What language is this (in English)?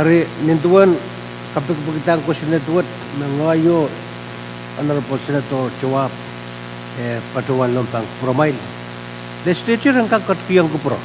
Pohnpeian